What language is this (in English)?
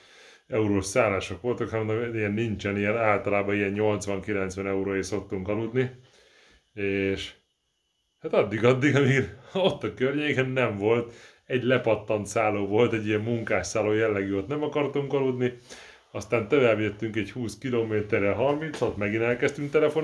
Hungarian